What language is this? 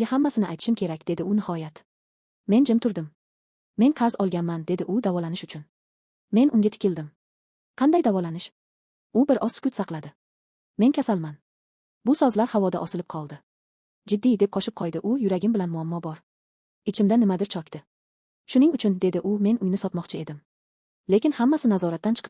Uzbek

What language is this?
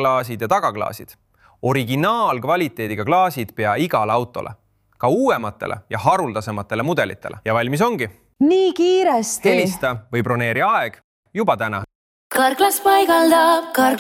Estonian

